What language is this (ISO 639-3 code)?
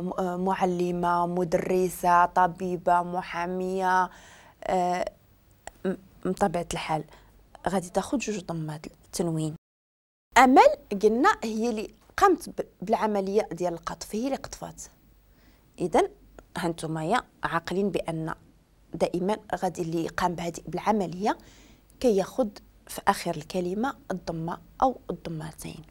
ary